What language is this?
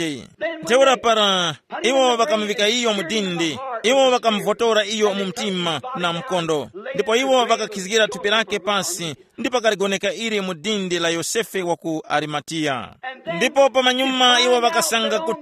Tumbuka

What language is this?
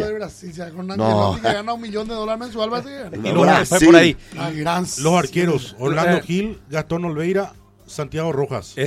Spanish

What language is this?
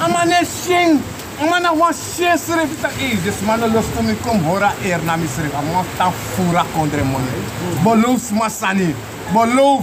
Sranan Tongo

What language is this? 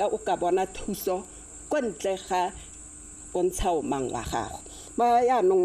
Tswana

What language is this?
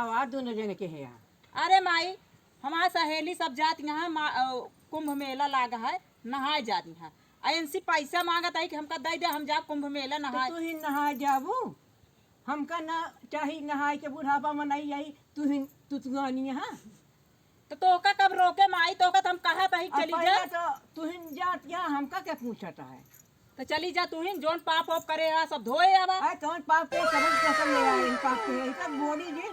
Awadhi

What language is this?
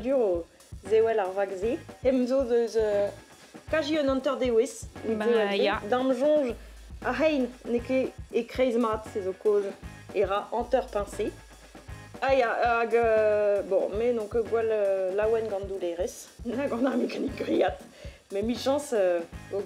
Breton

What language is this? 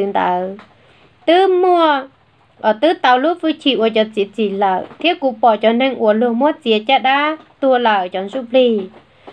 Hmong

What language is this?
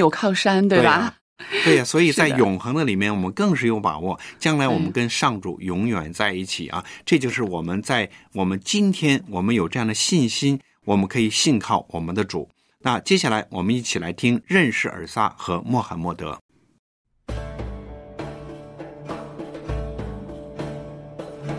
Chinese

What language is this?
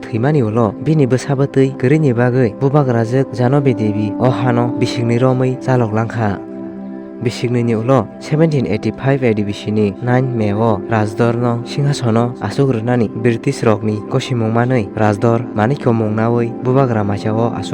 Kok Borok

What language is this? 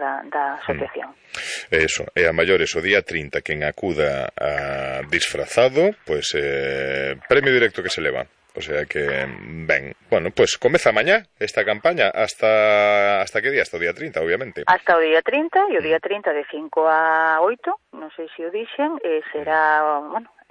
Galician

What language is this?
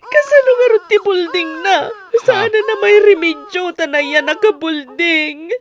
Iloko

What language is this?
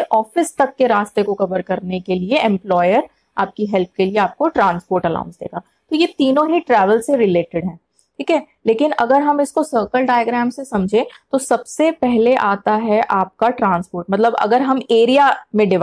Hindi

